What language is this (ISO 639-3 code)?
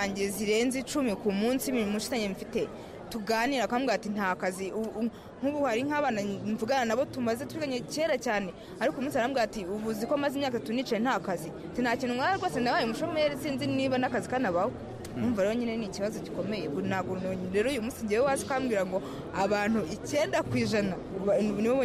kin